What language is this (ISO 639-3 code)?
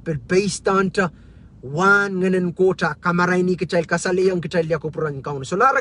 pon